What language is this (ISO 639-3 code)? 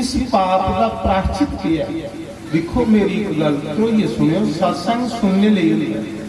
doi